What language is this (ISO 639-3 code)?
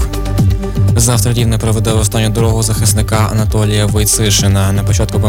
ukr